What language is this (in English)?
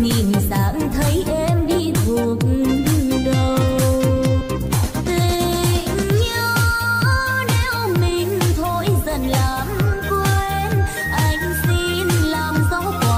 Vietnamese